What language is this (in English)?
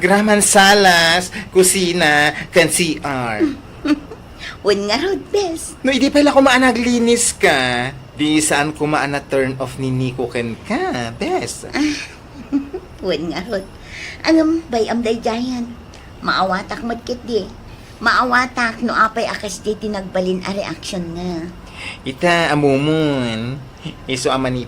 Iloko